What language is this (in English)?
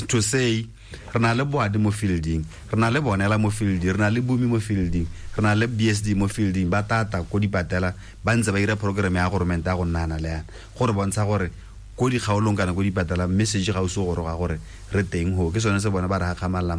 Tswana